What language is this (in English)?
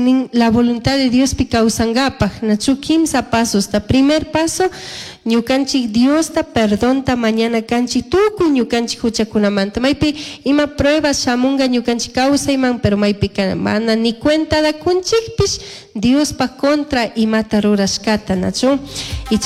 Chimborazo Highland Quichua